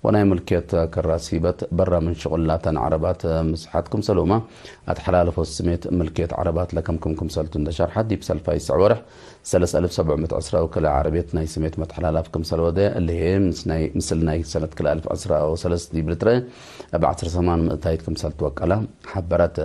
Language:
Tigre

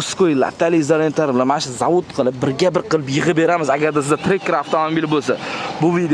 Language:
Uzbek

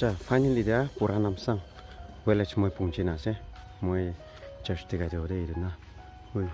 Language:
Naga Pidgin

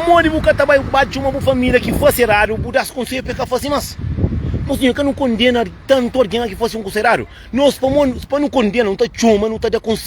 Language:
Kabuverdianu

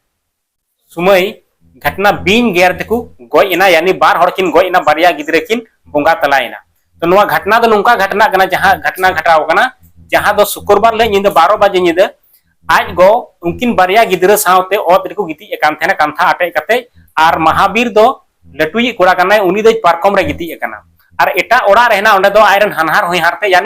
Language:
Santali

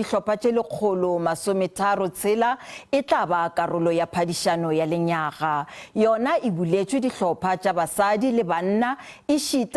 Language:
Northern Sotho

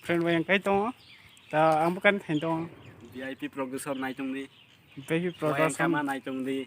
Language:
Kok Borok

